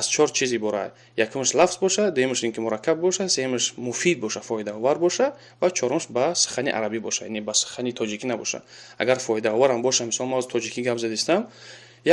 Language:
Tajik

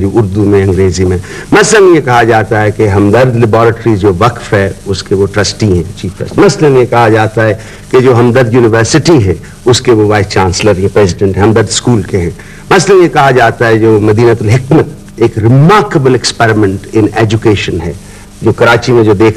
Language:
Urdu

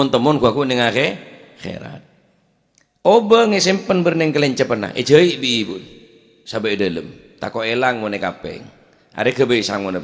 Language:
Madurese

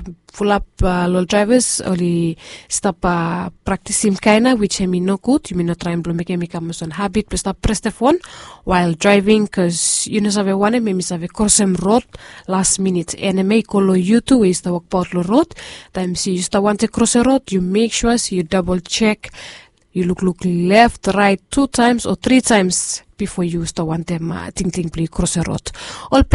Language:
Bislama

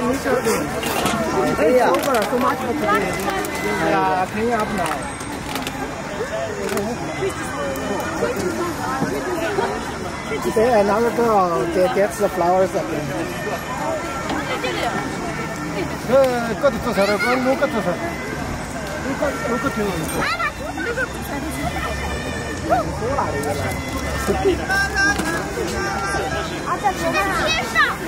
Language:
Chinese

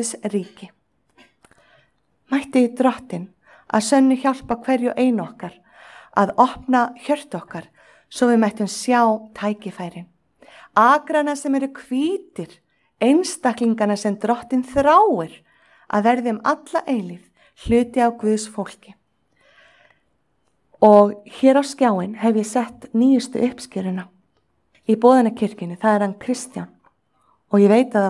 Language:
Icelandic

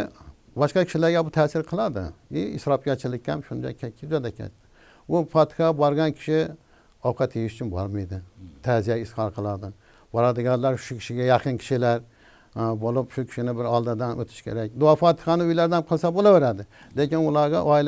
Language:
Uzbek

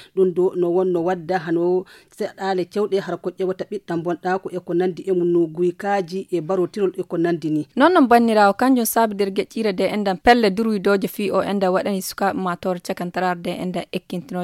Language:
Fula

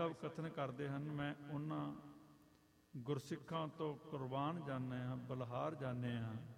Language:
Punjabi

